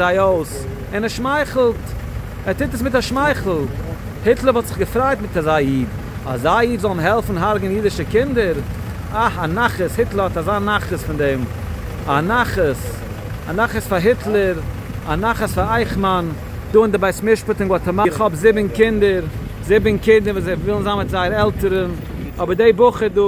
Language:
Yiddish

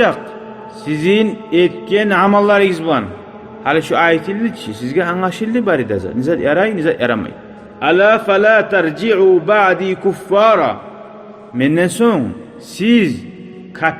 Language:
Kumyk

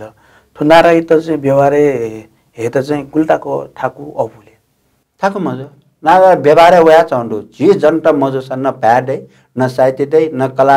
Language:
Newari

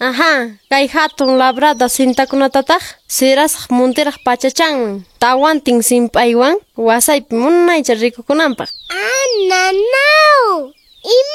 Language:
Quechua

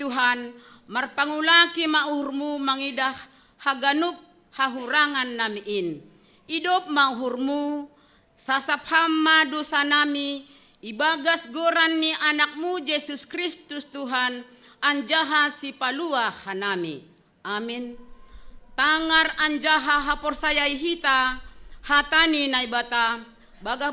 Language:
Batak Simalungun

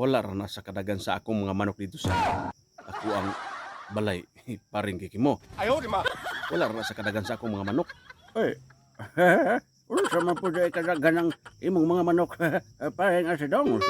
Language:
Cebuano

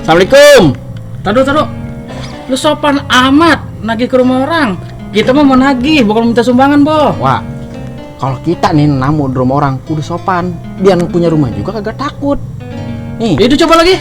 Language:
Betawi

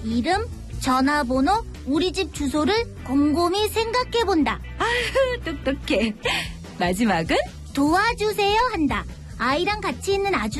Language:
Korean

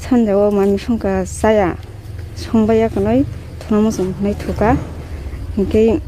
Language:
Kok Borok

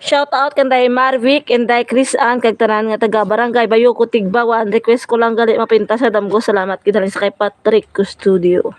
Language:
Hiligaynon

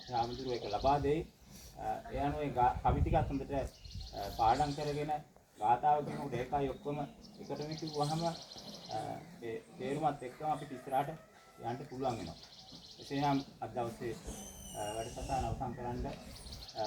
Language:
Sinhala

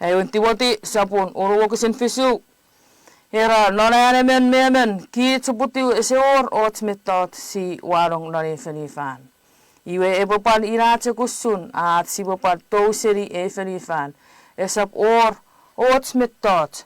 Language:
Chuukese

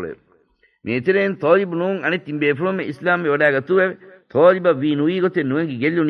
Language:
Divehi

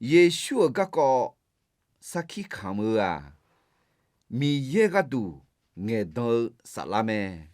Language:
Akha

